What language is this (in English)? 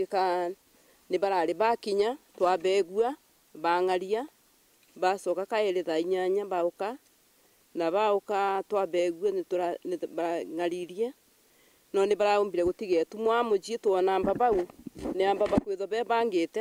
Meru